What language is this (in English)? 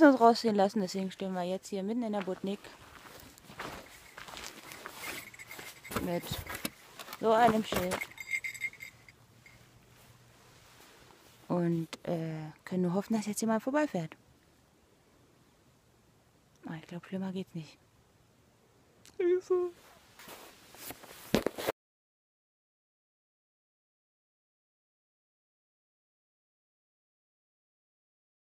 German